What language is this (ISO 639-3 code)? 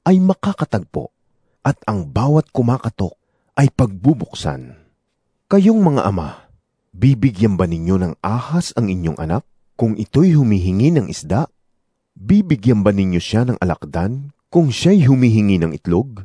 fil